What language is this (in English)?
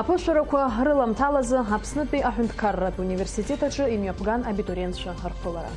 Abkhazian